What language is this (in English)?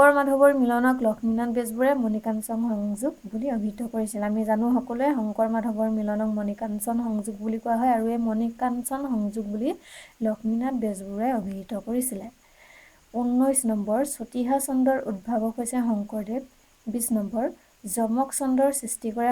Assamese